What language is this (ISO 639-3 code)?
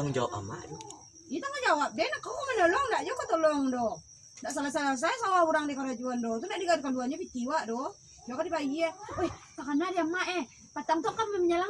min